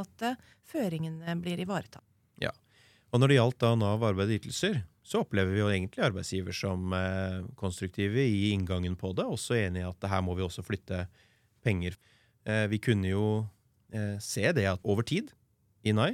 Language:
Norwegian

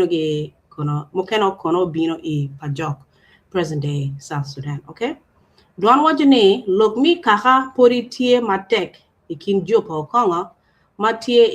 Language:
Acoli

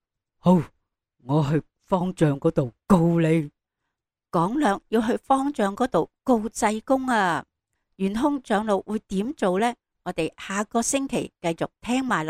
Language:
Cantonese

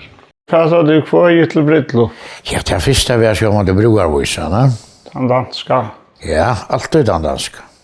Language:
Faroese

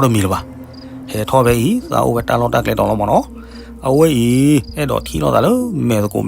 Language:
S'gaw Karen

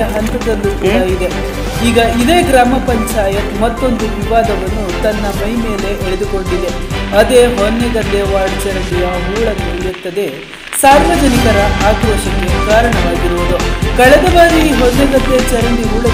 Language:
Kannada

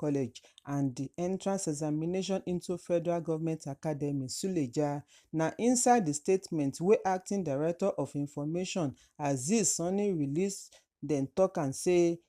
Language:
Nigerian Pidgin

